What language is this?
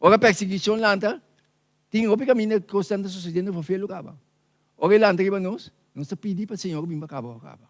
Papiamento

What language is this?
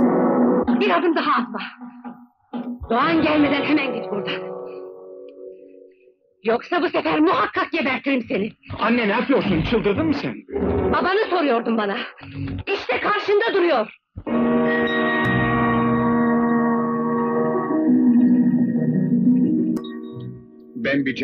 Turkish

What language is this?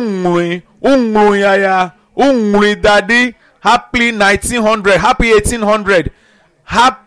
Ewe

